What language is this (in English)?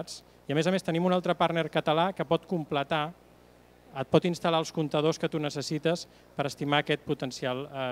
Catalan